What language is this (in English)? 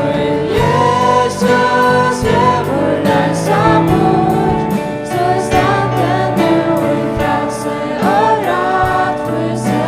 Faroese